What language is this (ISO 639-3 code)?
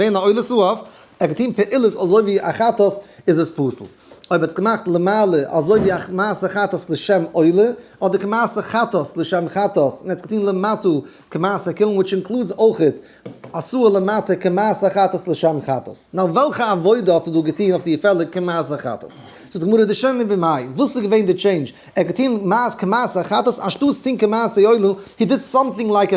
yid